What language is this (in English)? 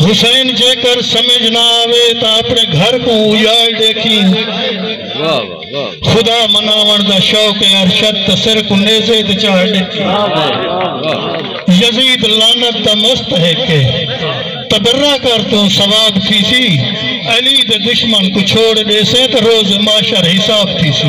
Saraiki